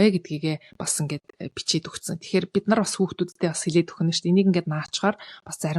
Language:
Mongolian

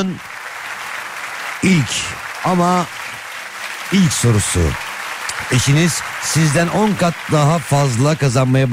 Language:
Turkish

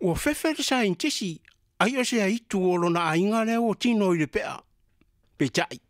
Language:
Samoan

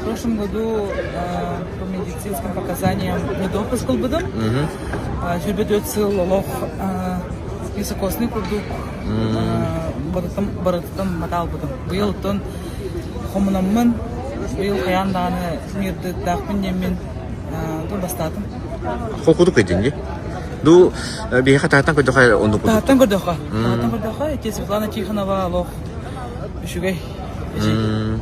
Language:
Yakut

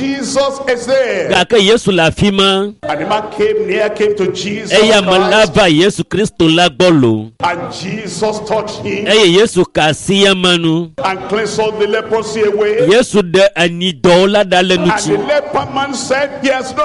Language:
Ewe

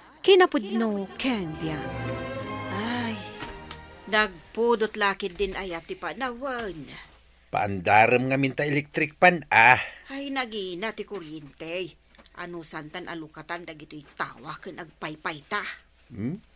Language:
Iloko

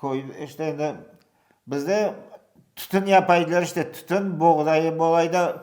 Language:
Crimean Tatar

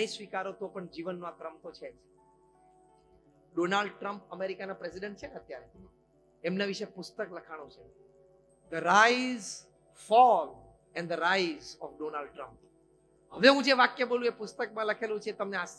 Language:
Gujarati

